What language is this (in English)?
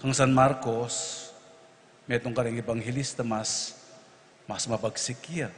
Pampanga